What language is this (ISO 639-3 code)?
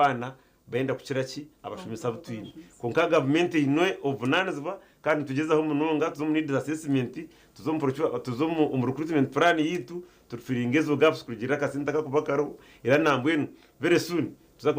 nyn